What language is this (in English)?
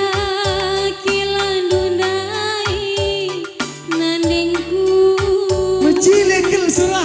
Batak Karo